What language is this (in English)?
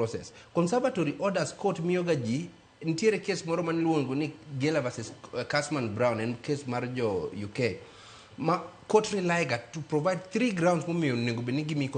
Luo (Kenya and Tanzania)